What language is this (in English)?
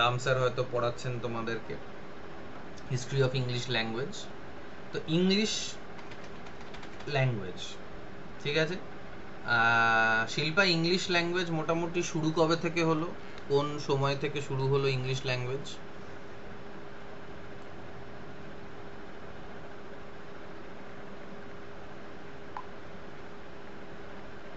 Bangla